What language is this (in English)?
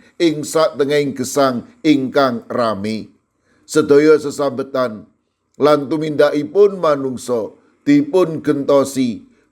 Javanese